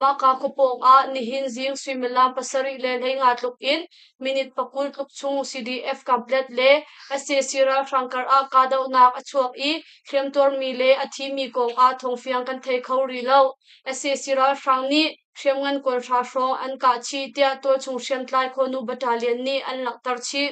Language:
Hakha Chin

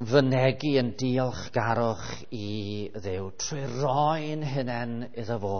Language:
Welsh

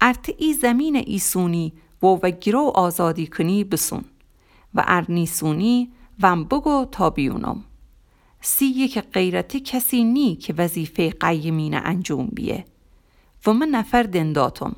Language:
Gilaki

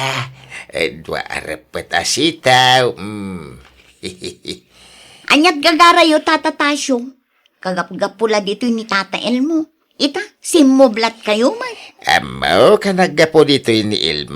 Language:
Iloko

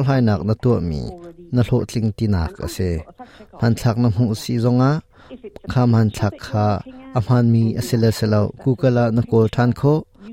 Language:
Hakha Chin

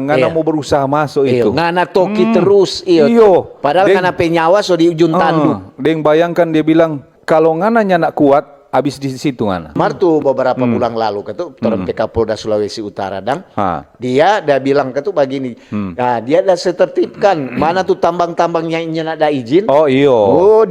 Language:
Manado Malay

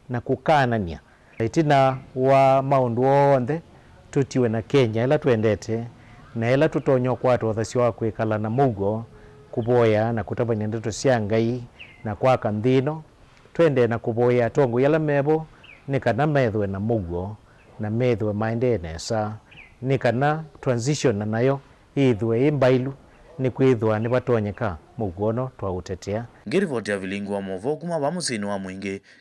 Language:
Kamba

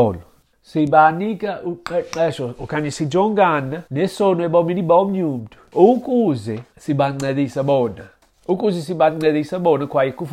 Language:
Xhosa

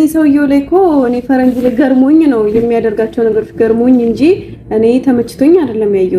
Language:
Amharic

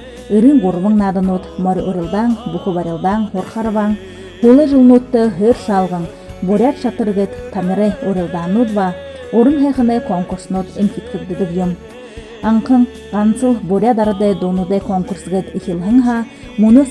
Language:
Buriat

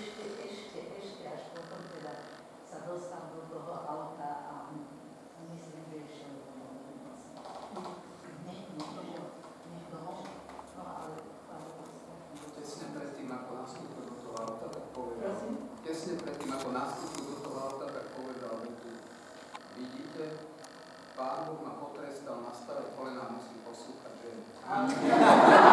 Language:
Slovak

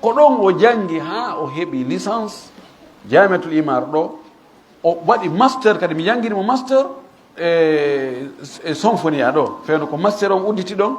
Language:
Fula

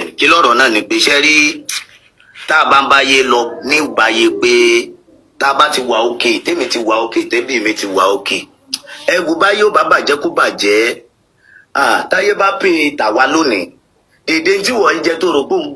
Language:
Yoruba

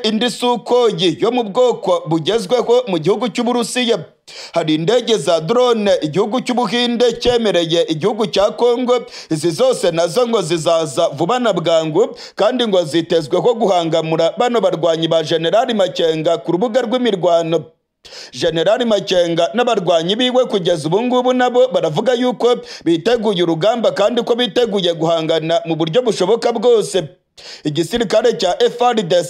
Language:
Kinyarwanda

